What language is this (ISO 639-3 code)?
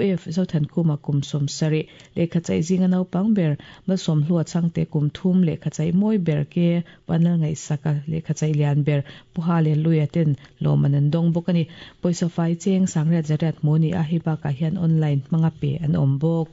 lus